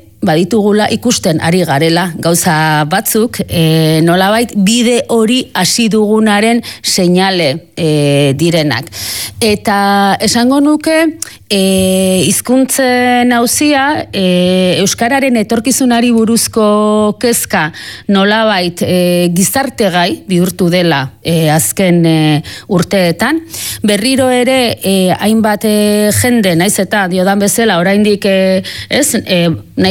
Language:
Basque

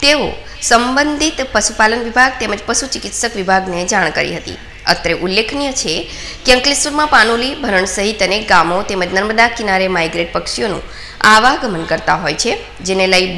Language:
Gujarati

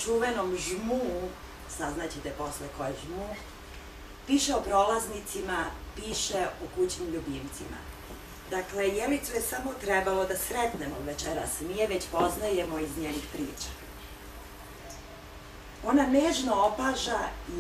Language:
Serbian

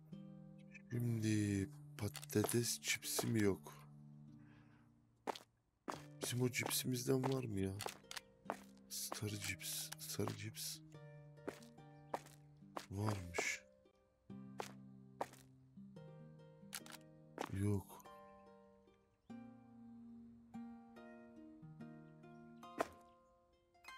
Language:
Turkish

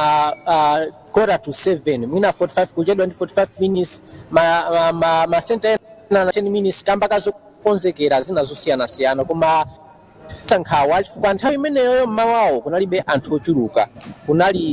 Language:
Nyanja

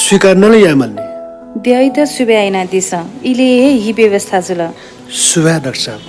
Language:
Newari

